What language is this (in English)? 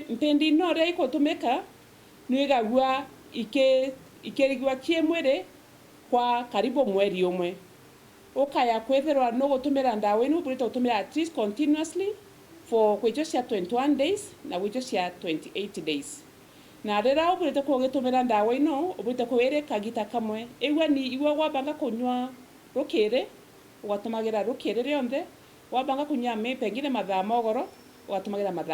Meru